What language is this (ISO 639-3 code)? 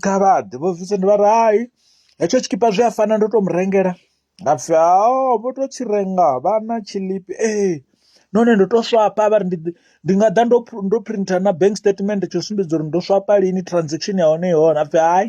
ven